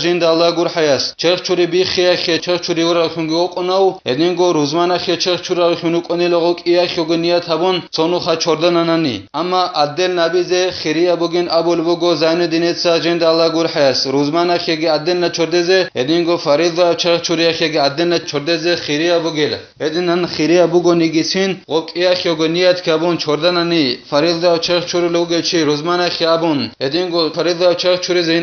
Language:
Avaric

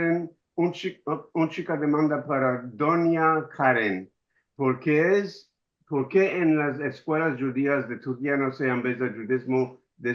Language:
Ladino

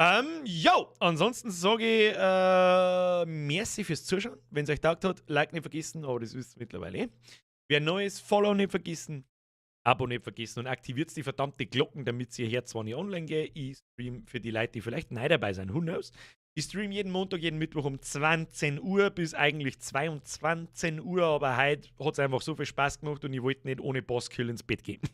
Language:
Bavarian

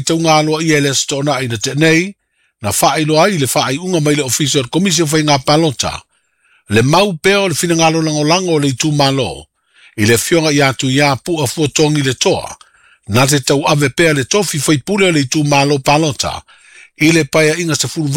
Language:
Samoan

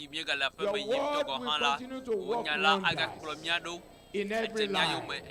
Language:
Ewe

